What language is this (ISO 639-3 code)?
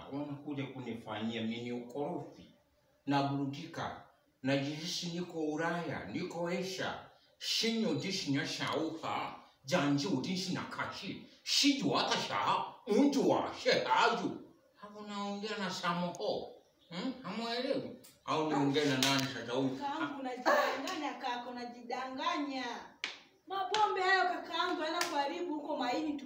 swa